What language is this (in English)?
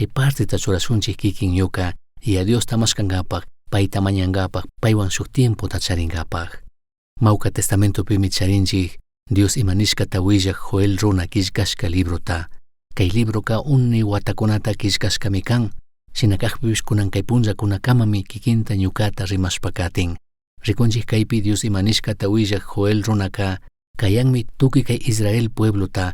Chimborazo Highland Quichua